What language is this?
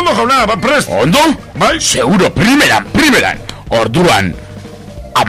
Basque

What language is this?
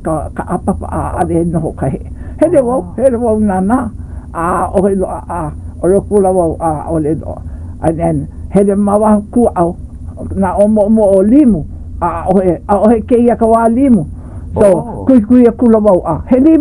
Hawaiian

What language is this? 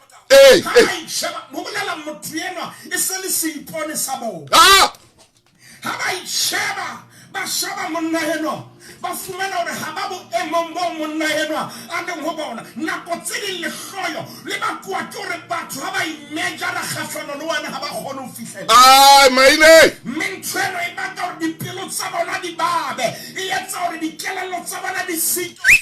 Southern Sotho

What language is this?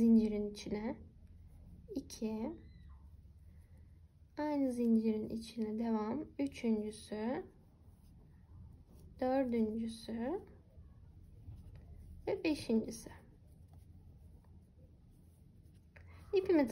Turkish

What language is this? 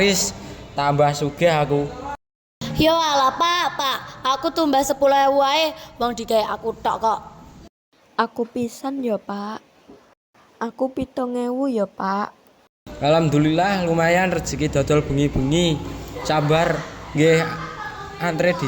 Javanese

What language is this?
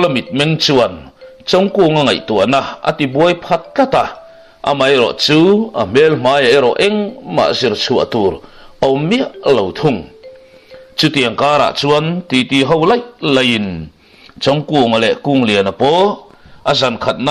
Mizo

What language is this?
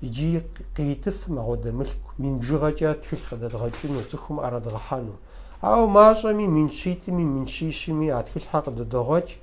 Kabardian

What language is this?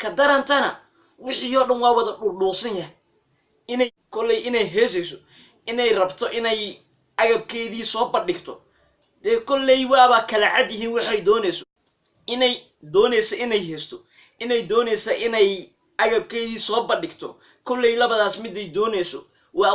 Somali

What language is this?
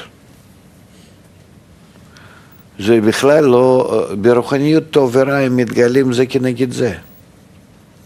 Hebrew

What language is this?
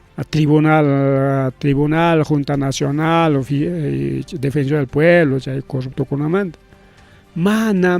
Ayacucho Quechua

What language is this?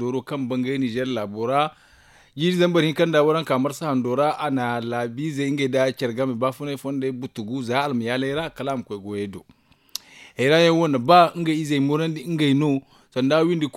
Zarma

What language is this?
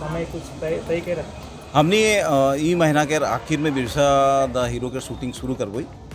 Sadri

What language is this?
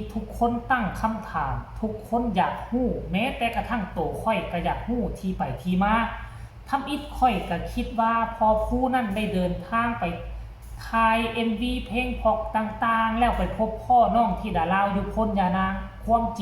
Northeastern Thai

